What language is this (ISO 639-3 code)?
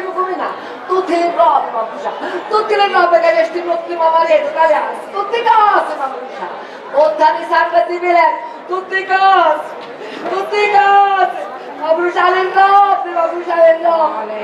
scn